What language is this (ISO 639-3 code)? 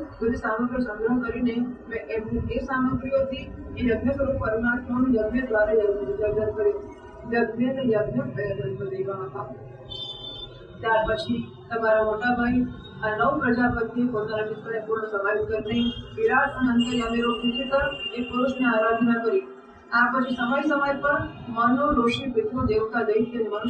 guj